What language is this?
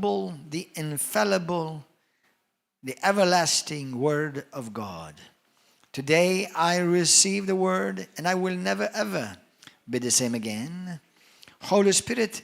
English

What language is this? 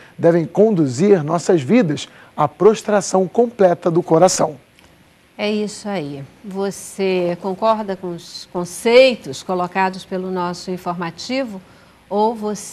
Portuguese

